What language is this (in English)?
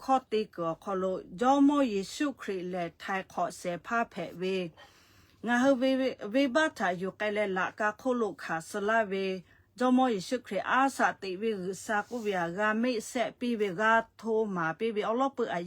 Lahu